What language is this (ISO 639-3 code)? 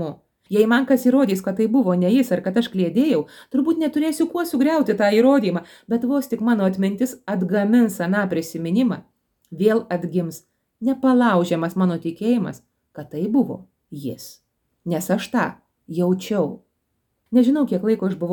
lit